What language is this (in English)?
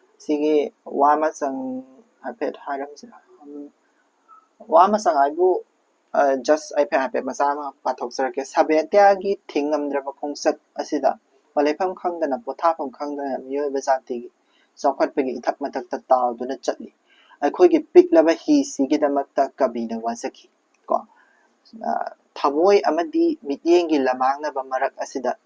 Manipuri